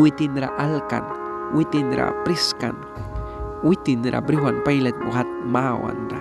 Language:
Mískito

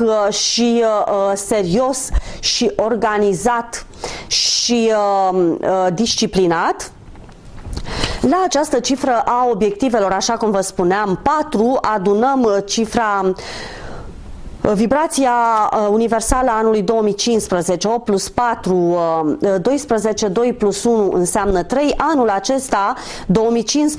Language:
Romanian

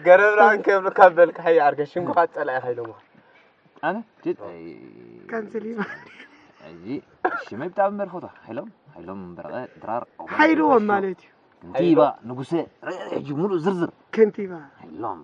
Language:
Tigrinya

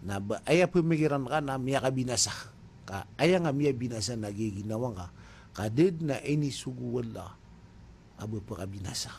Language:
Maranao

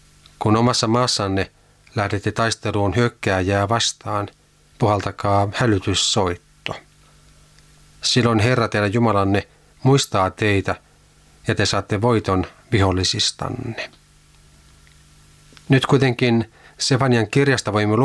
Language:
Finnish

